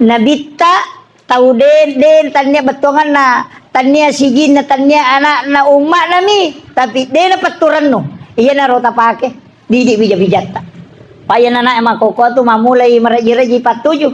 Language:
Buginese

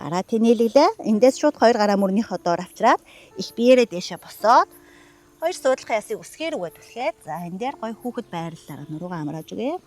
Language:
Mongolian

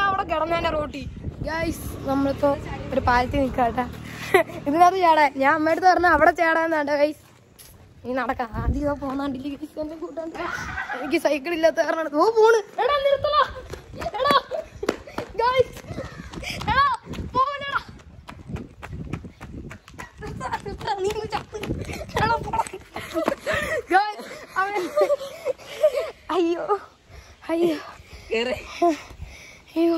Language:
Malayalam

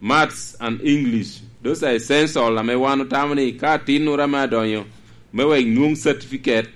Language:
Lango (Uganda)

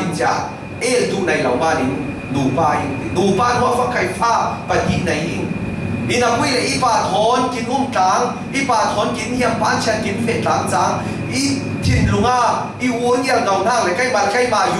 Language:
Falam Chin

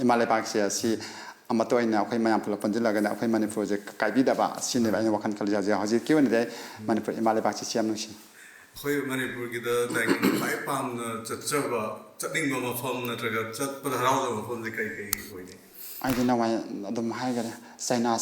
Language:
Manipuri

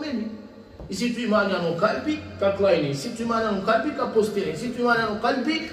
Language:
Balkan Romani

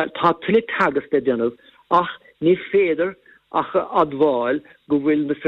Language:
Irish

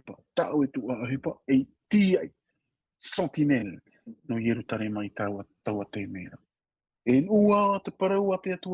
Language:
Tahitian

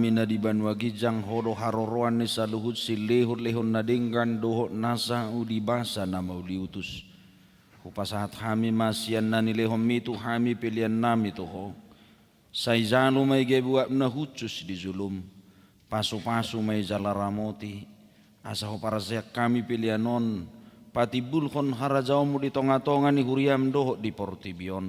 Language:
Batak Toba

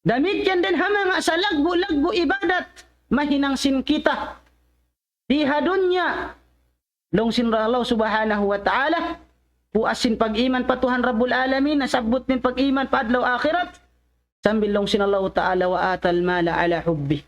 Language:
Tausug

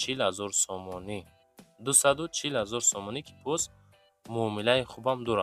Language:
Tajik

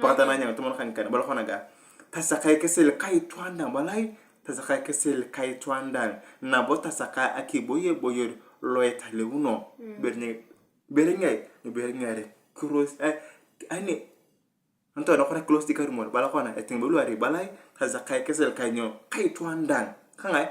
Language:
Turkana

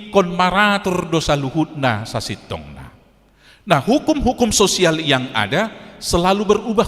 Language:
Batak Toba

